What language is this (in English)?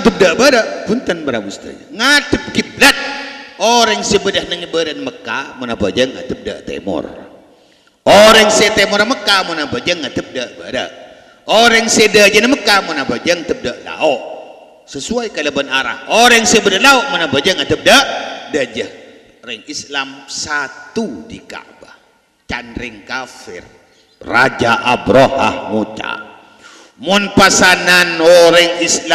Madurese